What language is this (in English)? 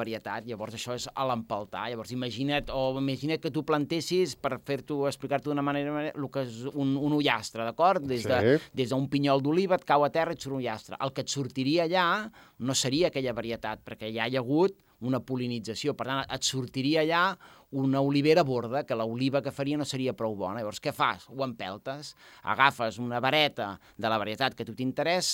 Catalan